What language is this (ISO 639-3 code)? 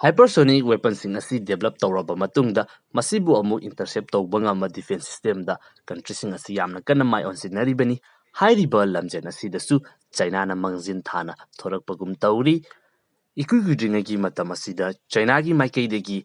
mni